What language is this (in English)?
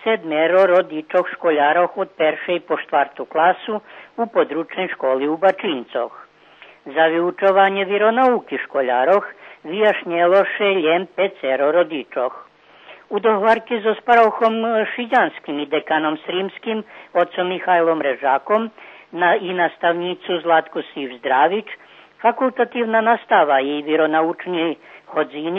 Rusyn